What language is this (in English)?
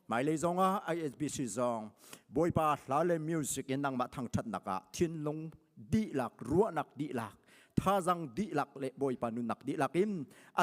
Hakha Chin